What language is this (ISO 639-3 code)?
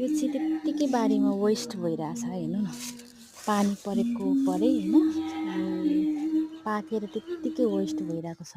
nep